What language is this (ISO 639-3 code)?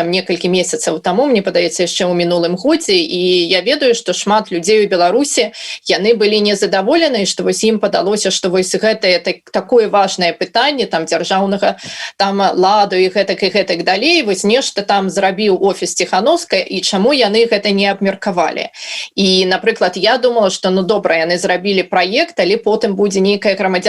bel